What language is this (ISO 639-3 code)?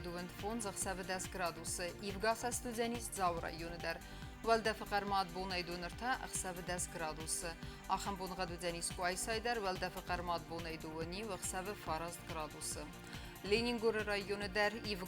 oss